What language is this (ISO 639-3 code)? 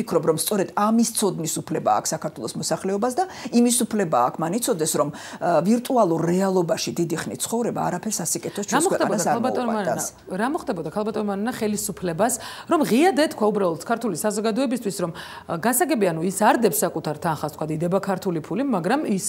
kat